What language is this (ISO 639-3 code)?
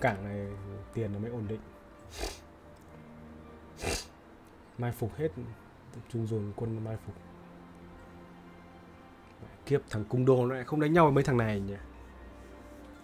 vie